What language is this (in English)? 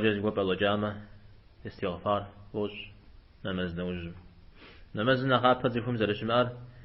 Kabardian